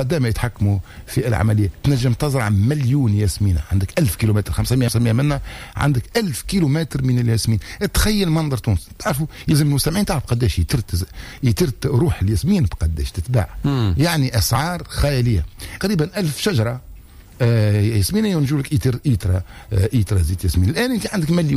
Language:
Tunisian Arabic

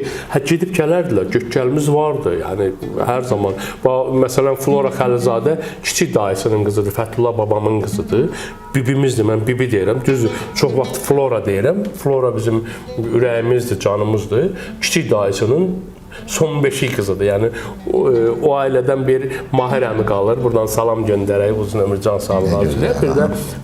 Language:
Azerbaijani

